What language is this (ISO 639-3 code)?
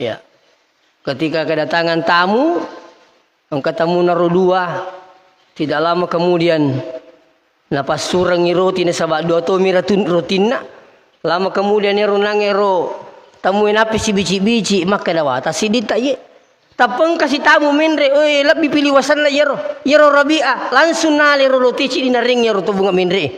bug